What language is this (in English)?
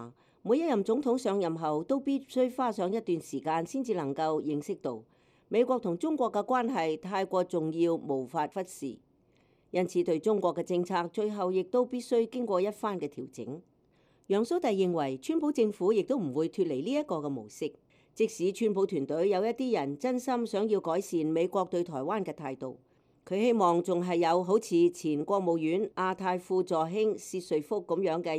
Cantonese